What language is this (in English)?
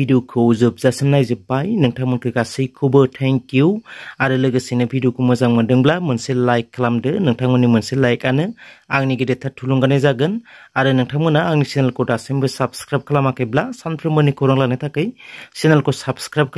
Bodo